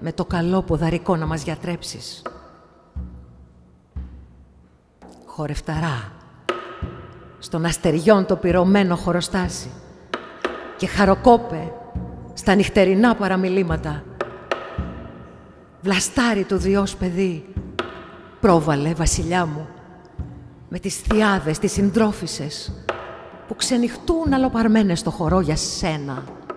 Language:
Greek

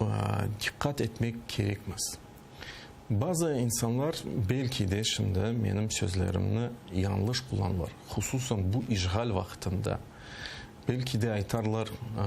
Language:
Crimean Tatar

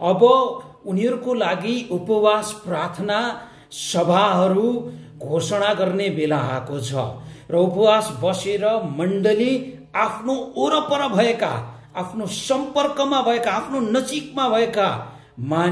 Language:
Nepali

